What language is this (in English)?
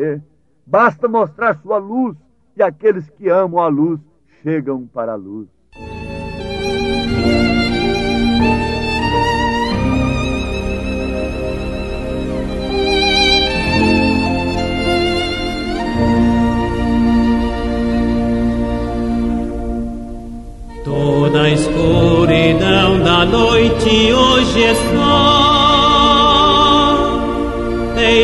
Portuguese